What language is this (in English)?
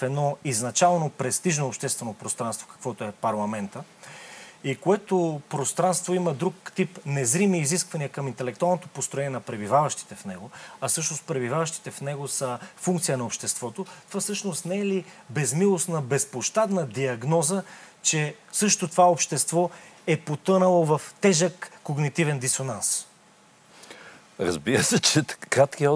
Bulgarian